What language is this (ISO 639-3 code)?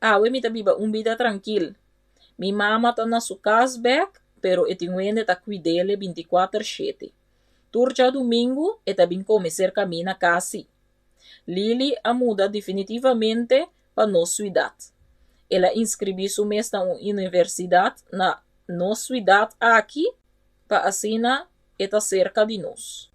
pap